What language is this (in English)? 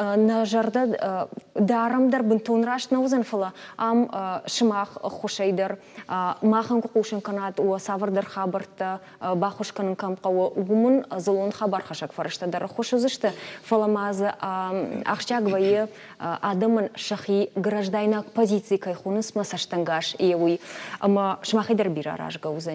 Ossetic